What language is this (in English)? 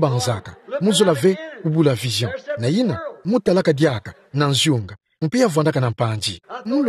Kituba (Democratic Republic of Congo)